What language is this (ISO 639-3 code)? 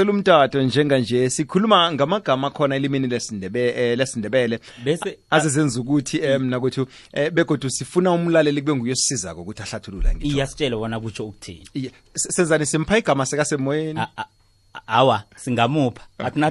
nbl